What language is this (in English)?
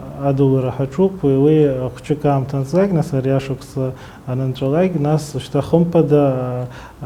Abkhazian